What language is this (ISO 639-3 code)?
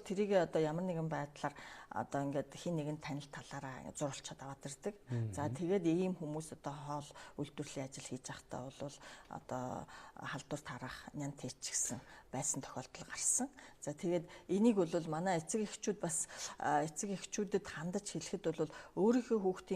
mon